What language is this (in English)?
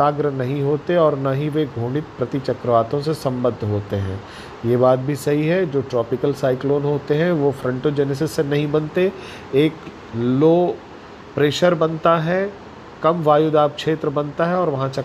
Hindi